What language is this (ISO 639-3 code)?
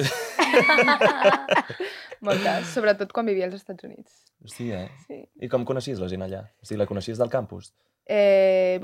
cat